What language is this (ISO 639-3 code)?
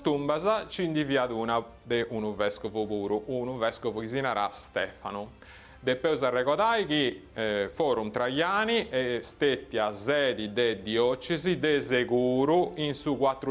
srd